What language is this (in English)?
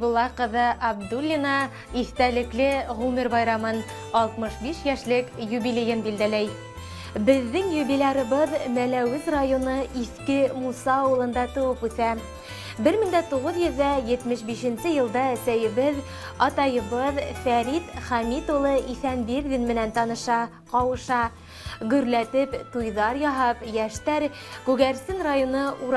Bashkir